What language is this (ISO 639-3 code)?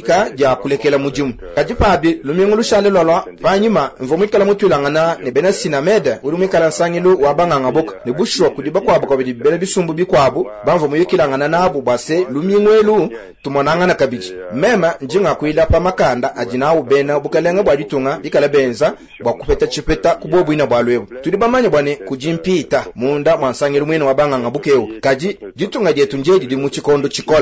lua